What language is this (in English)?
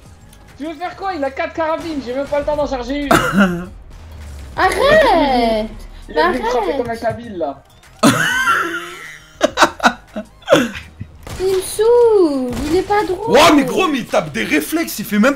French